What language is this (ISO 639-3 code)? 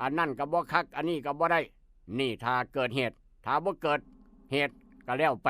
tts